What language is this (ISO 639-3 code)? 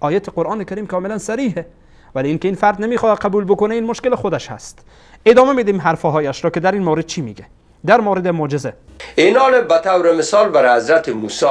fas